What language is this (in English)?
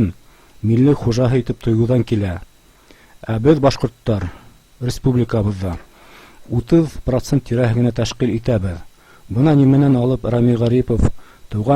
Bashkir